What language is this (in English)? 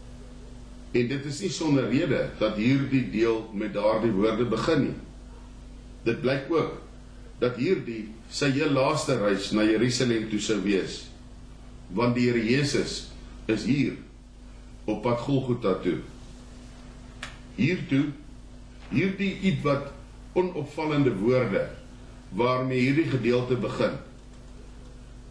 Afrikaans